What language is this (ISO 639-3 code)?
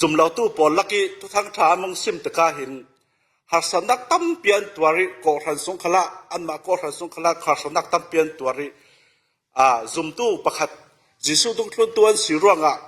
cfm